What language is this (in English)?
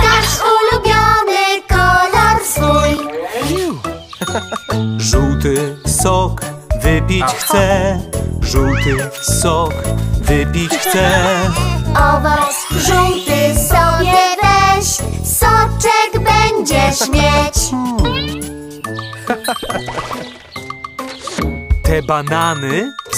Polish